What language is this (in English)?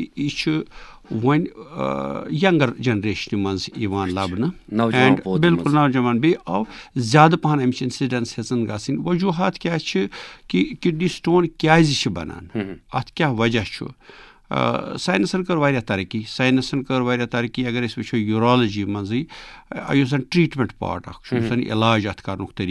Kashmiri